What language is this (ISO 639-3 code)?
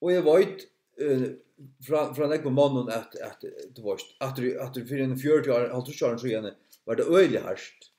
fao